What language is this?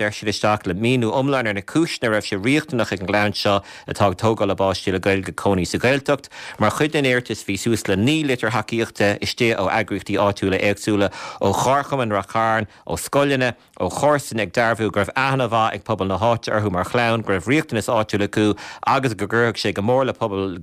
Irish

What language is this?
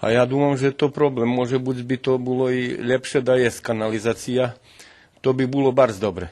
Rusyn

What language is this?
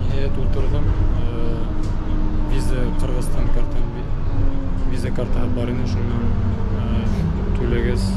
Bashkir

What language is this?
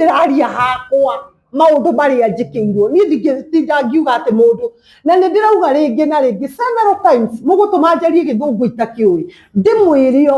Kikuyu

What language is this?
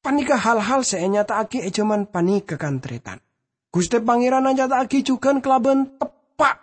Madurese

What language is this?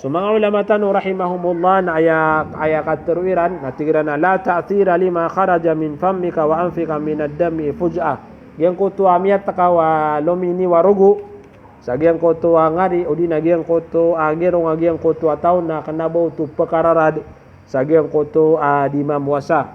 Maranao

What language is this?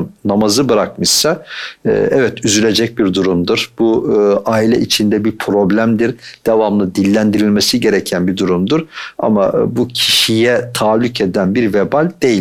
Turkish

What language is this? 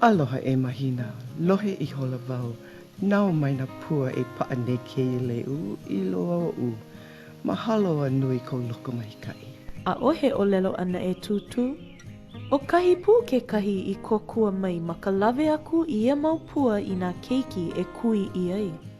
Hawaiian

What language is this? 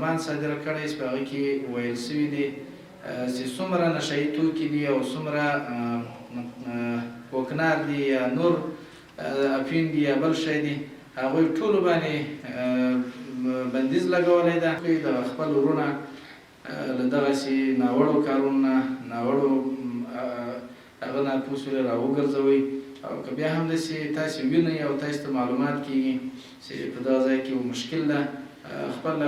Pashto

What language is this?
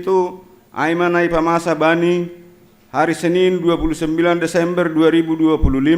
Batak Simalungun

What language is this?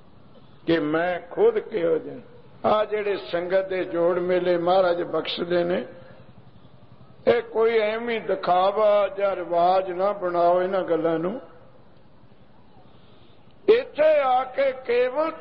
Punjabi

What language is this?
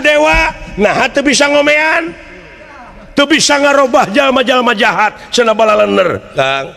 Sundanese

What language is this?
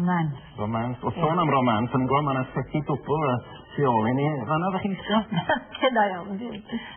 Welsh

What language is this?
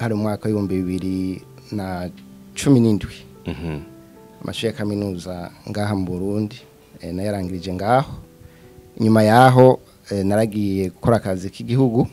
Rundi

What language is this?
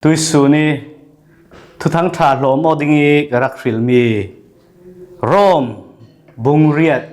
Falam Chin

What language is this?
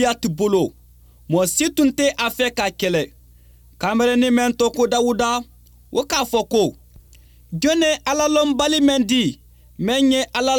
Bambara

